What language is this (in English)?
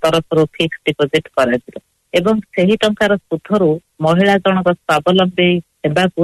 Odia